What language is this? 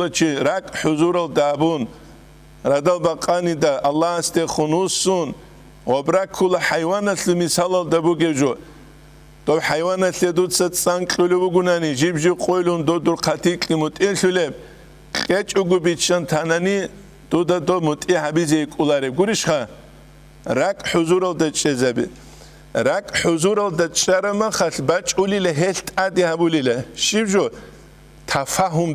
Avaric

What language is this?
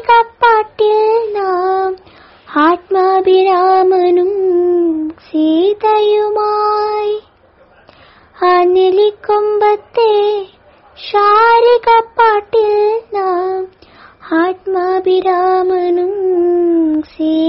Malayalam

